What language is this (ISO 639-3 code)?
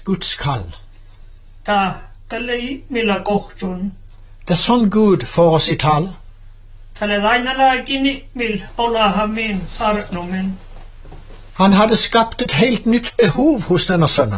nor